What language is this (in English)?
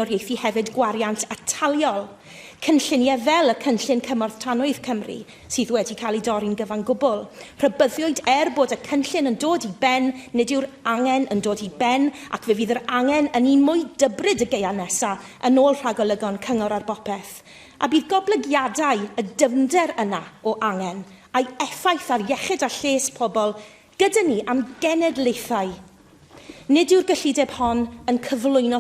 Welsh